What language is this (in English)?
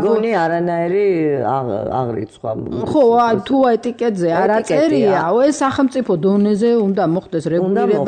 Georgian